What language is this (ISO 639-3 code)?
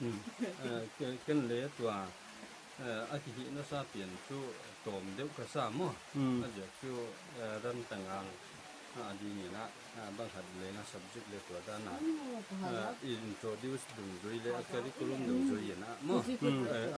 pck